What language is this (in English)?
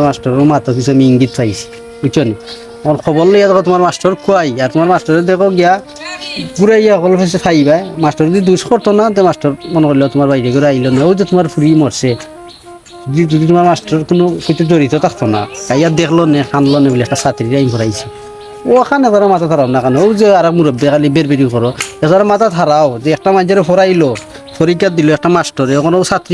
Sylheti